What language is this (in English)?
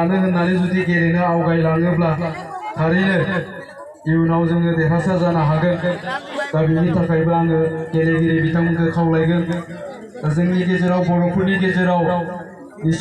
Bodo